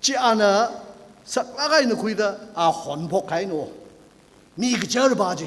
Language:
Tangkhul Naga (India)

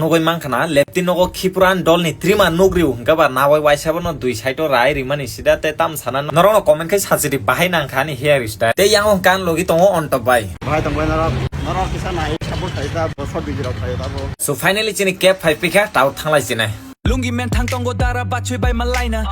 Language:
Kok Borok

